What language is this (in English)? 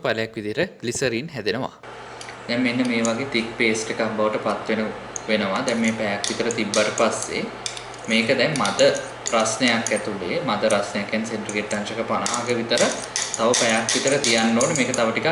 Sinhala